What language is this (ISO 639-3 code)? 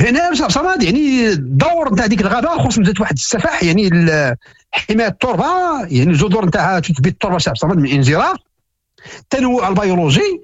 ary